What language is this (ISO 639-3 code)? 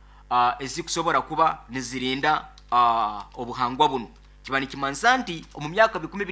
nyo